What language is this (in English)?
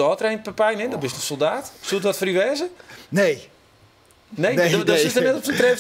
Western Frisian